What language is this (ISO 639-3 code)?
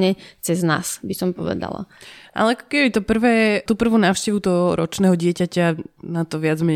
slk